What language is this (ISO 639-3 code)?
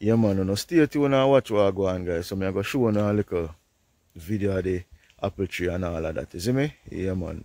jam